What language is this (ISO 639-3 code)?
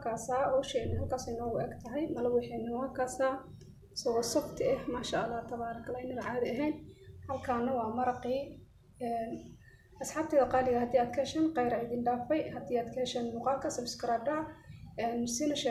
som